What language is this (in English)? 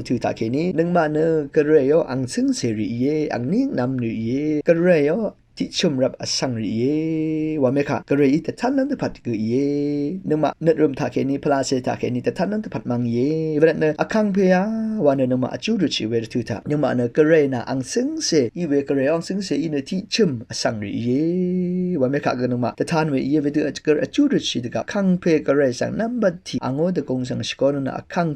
Rawang